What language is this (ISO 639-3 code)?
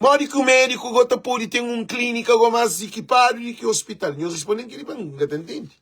kea